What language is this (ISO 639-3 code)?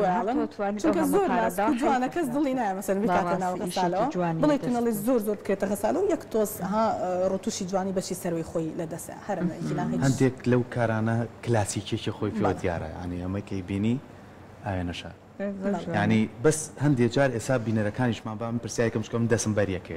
ckb